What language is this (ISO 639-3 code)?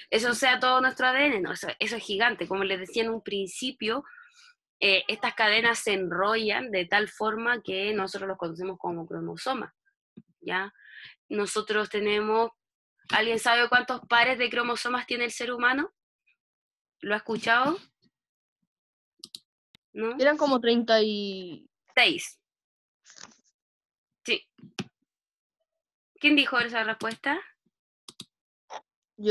spa